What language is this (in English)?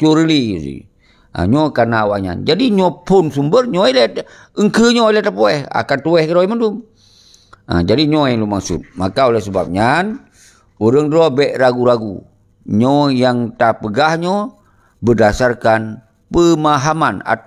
Achinese